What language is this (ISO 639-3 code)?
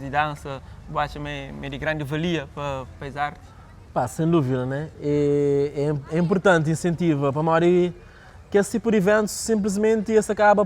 kea